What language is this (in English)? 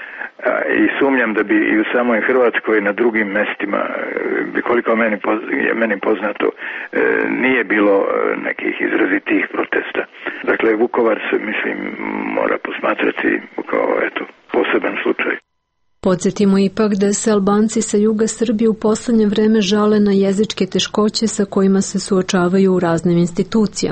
Serbian